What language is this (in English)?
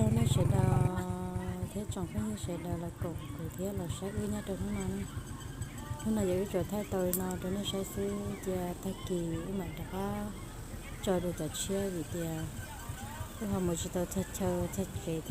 Hmong